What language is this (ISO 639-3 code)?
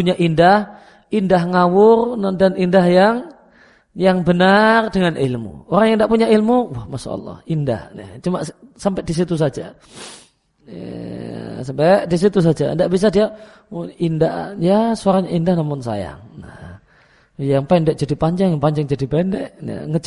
ind